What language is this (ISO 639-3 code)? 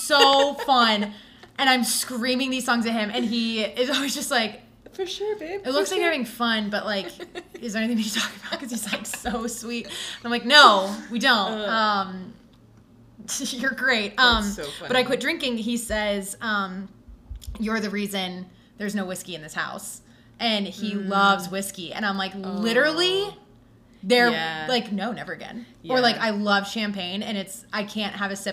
eng